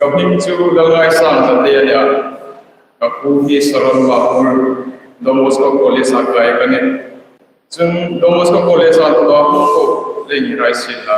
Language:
Hmar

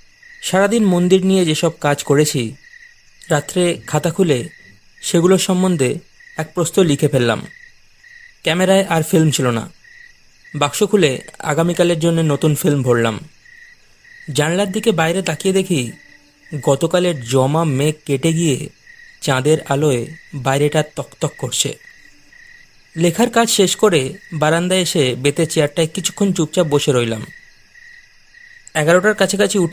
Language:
Bangla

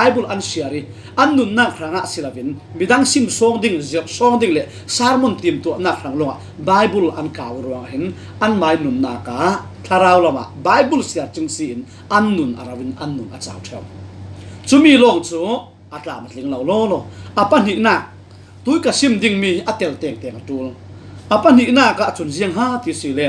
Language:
Falam Chin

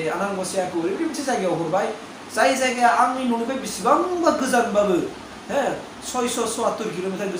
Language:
Bodo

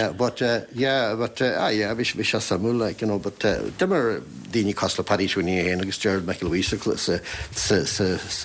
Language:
Irish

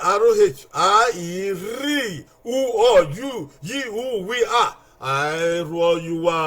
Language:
Bini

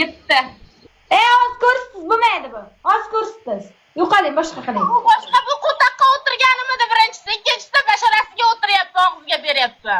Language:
Uzbek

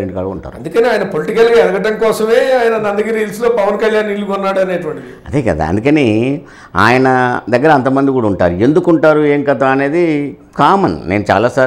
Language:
Telugu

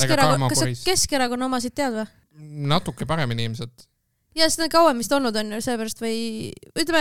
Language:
Estonian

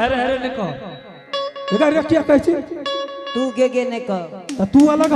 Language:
Angika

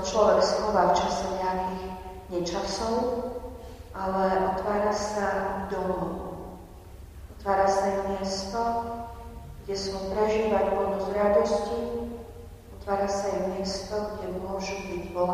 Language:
Slovak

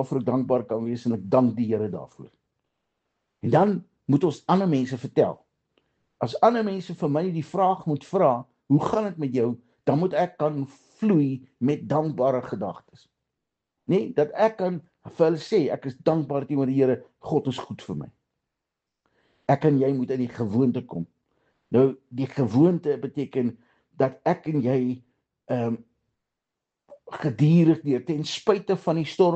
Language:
Afrikaans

